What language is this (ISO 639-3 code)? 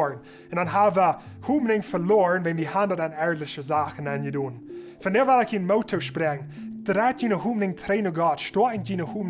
pdt